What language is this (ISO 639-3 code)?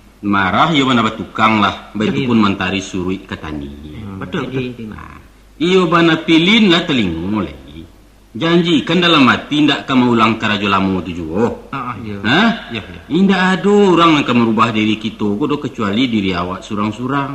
min